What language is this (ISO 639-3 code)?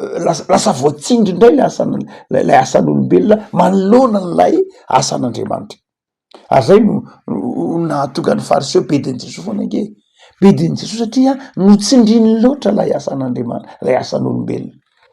mlg